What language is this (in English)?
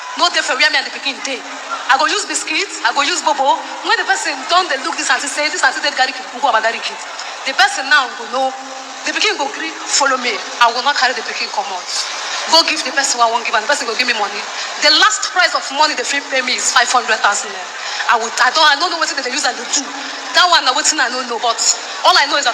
Nigerian Pidgin